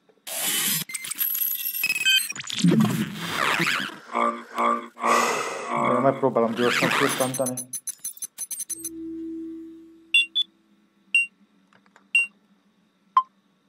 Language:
Hungarian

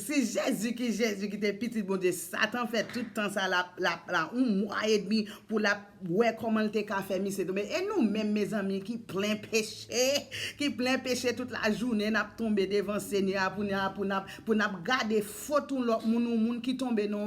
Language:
Haitian Creole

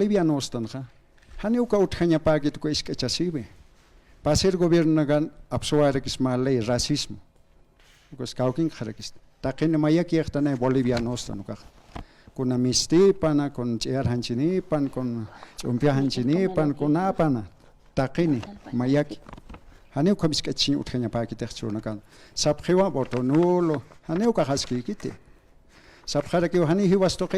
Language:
Aymara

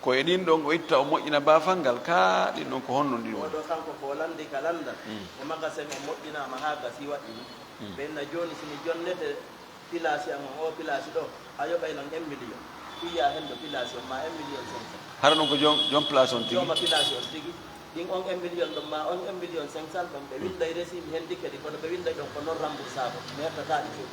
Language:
Fula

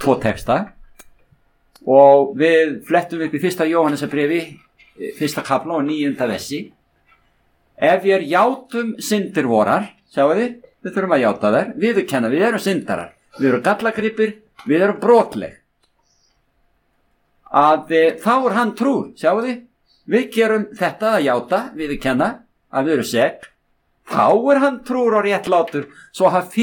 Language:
Icelandic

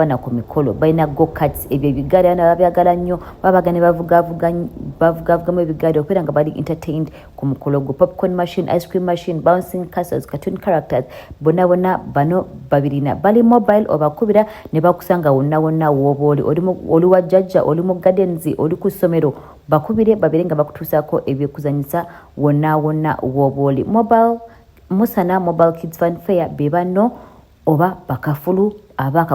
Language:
Ganda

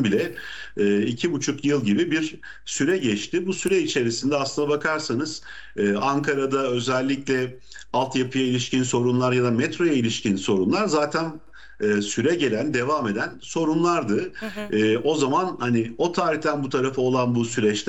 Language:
Turkish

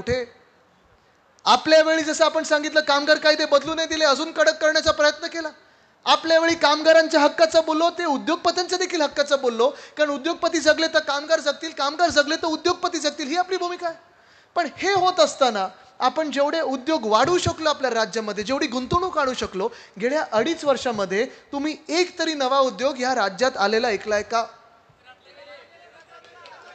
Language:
Marathi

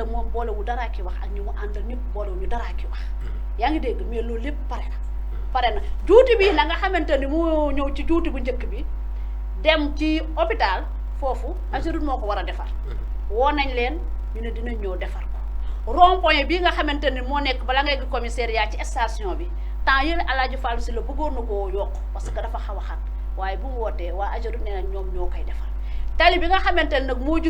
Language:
Wolof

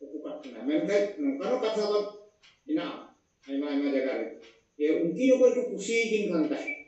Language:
Santali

